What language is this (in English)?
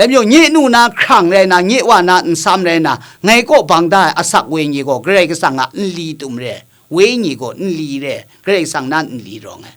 Kachin